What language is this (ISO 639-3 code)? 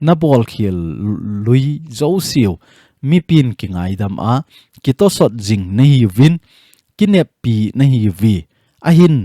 tcz